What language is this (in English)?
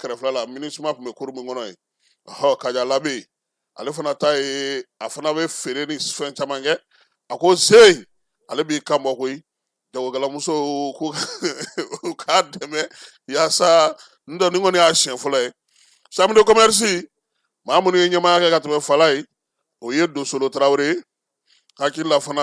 Bambara